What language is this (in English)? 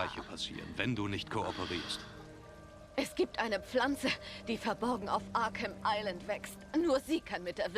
Bavarian